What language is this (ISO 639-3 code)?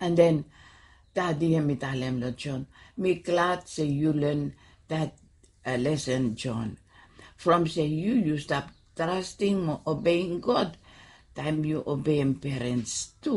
bis